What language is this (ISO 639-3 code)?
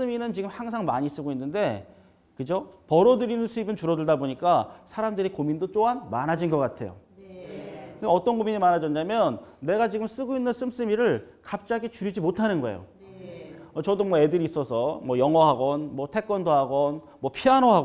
kor